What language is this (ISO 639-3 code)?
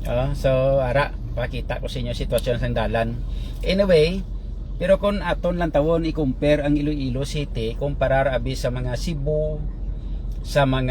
hil